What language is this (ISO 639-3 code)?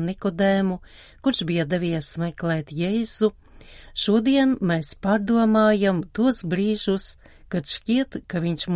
lav